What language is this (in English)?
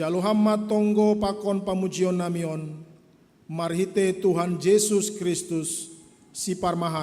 Batak Simalungun